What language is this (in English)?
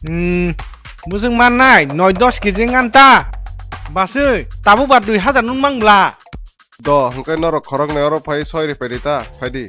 Kok Borok